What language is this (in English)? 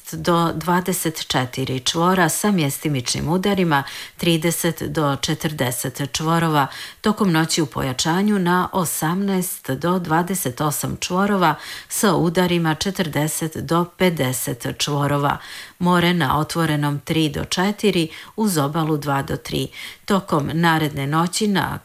Bosnian